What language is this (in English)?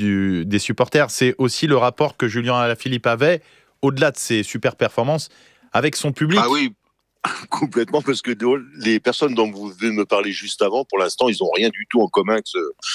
French